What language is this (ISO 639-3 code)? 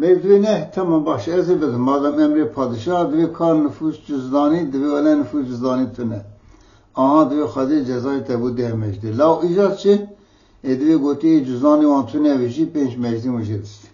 kur